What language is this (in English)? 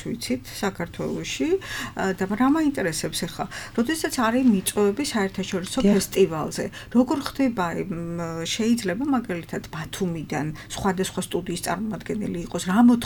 Georgian